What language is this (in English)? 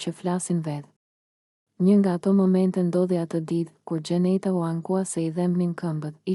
Albanian